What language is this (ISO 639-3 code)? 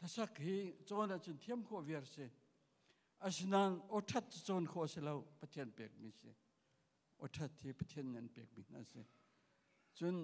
cnh